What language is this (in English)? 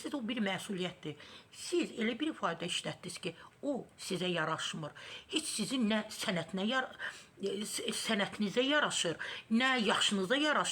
Azerbaijani